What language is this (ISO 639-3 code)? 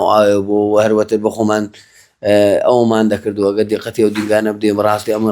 ckb